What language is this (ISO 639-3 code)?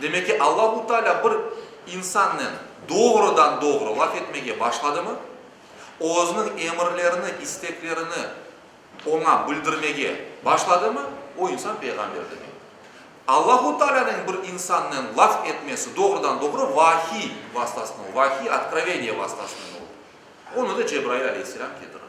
crh